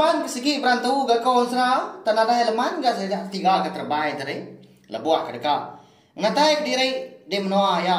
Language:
Iban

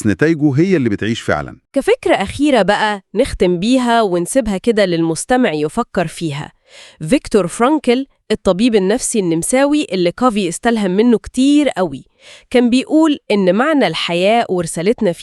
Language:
Egyptian Arabic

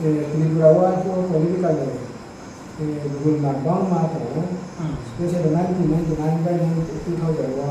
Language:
Riang (India)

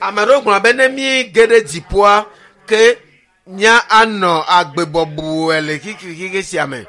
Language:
Ewe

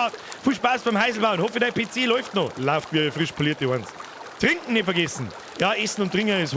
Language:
Bavarian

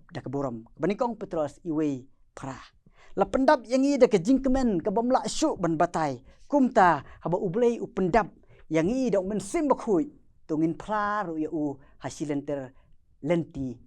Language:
Khasi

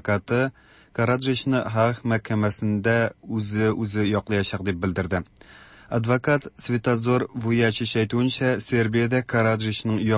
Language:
Tatar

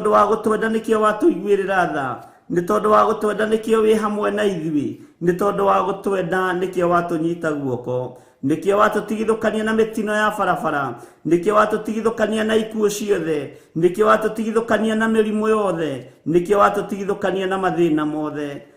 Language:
Kikuyu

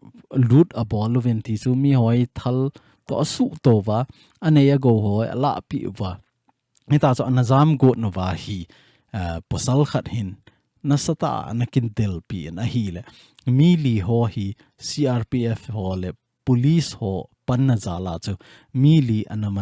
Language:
Thado Chin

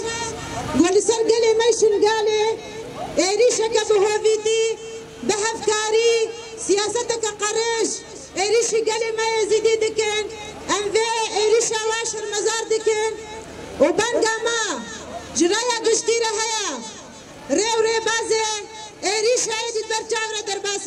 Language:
Kurdish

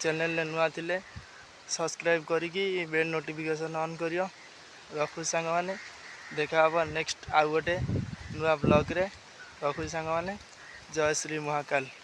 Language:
Odia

